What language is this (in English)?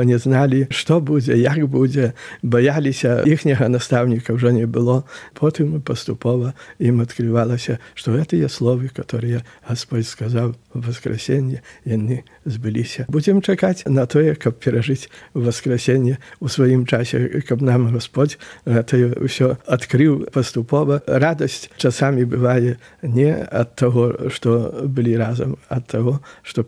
Belarusian